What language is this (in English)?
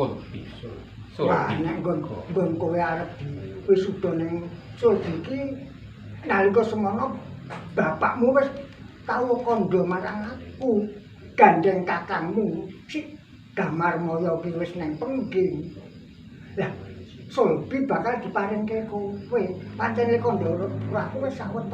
Javanese